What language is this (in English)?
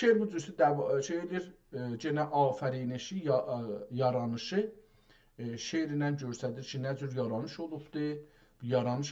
South Azerbaijani